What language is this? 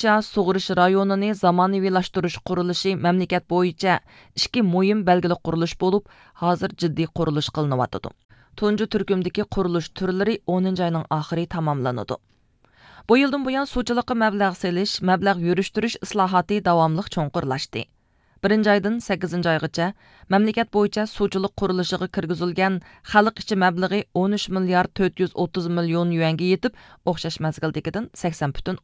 Uyghur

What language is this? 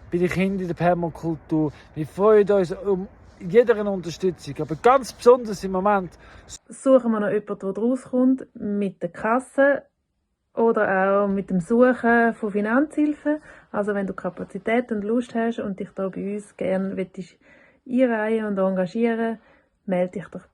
Swiss German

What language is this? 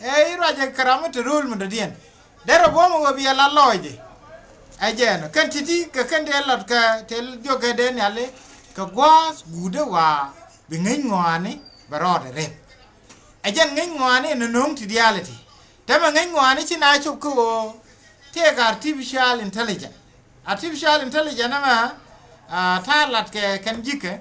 Nuer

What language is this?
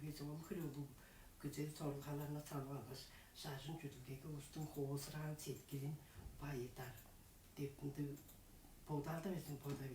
Tuvinian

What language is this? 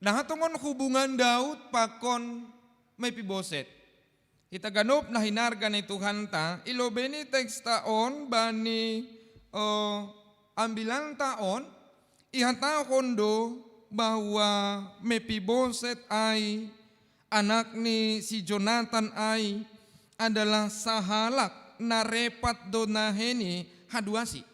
Batak Simalungun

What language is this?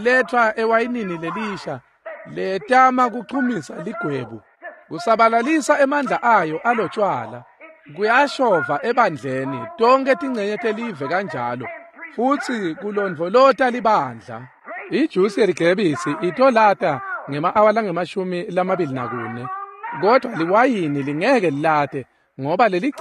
Swati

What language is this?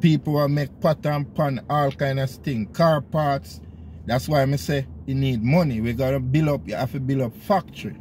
Jamaican Creole English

